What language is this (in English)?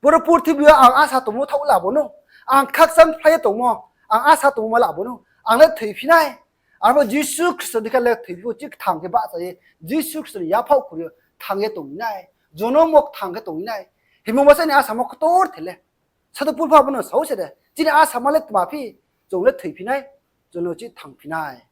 Riang (India)